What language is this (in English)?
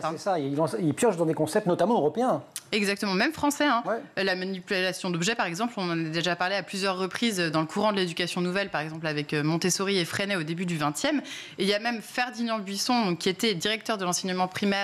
French